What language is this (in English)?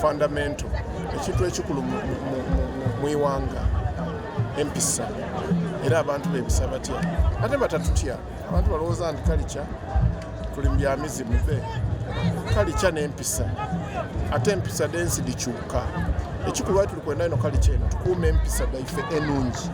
Soga